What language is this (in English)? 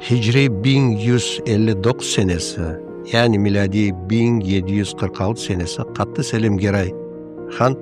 Crimean Tatar